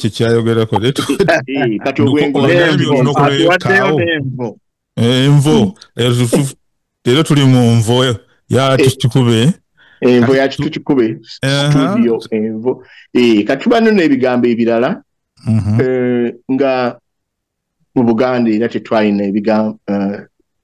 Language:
Ganda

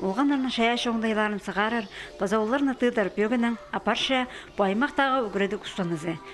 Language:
Khakas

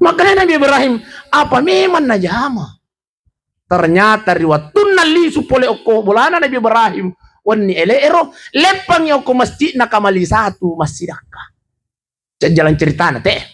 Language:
Buginese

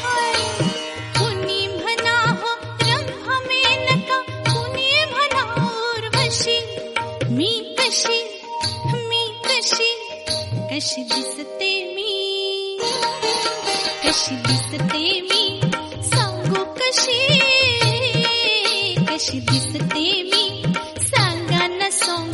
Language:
Marathi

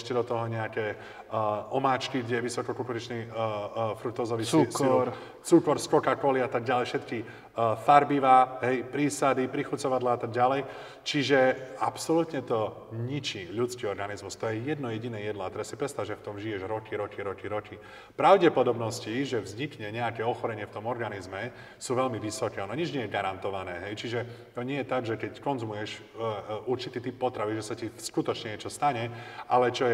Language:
Slovak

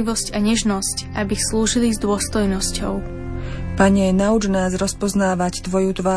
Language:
Slovak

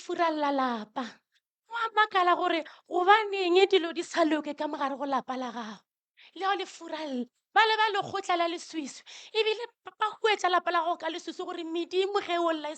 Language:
Northern Sotho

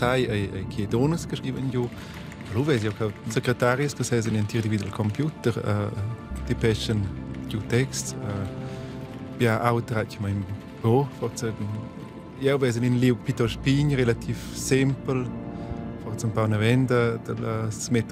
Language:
Romansh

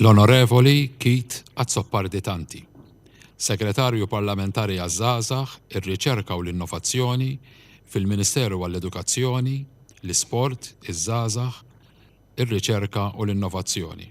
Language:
Maltese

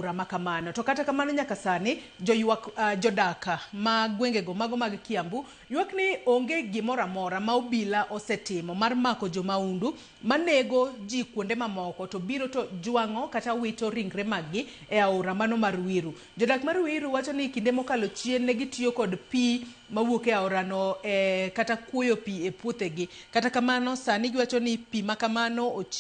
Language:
Luo (Kenya and Tanzania)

